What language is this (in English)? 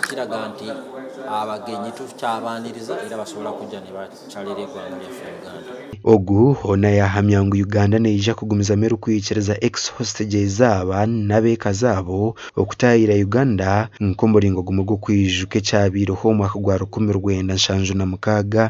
Nyankole